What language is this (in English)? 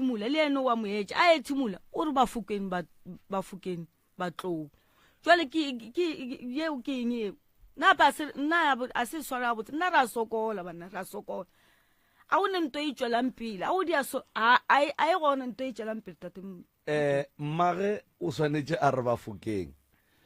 Northern Sotho